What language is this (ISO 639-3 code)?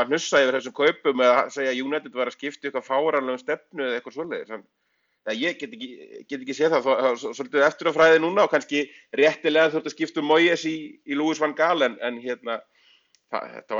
isl